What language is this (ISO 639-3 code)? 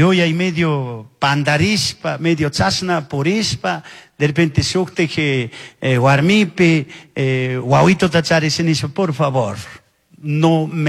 qug